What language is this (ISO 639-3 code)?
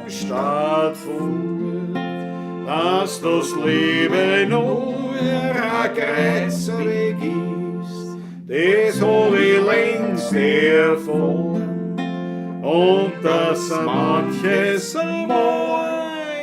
bar